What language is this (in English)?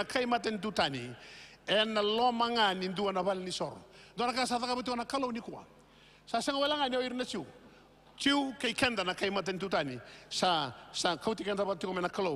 Fijian